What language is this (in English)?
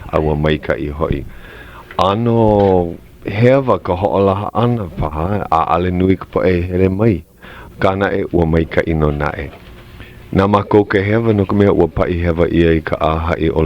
Hawaiian